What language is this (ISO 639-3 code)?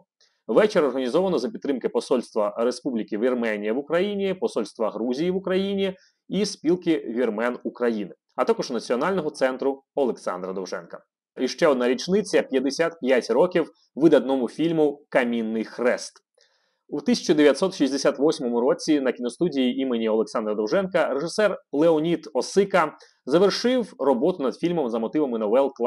ukr